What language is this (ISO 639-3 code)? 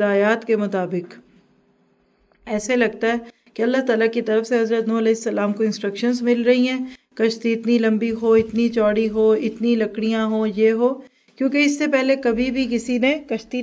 urd